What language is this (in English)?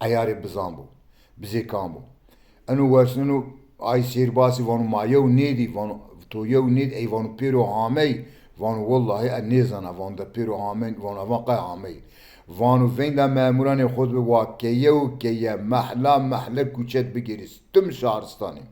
Zaza